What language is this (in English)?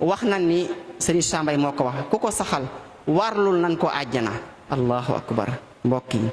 Wolof